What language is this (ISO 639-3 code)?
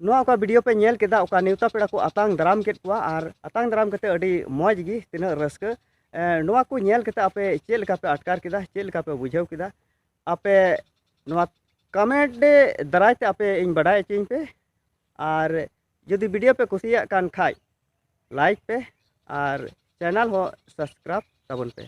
sat